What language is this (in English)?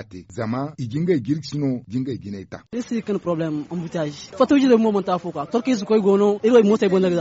Zarma